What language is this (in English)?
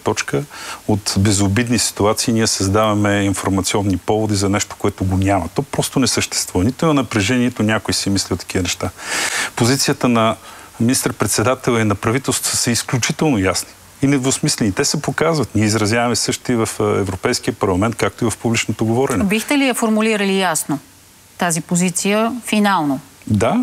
Bulgarian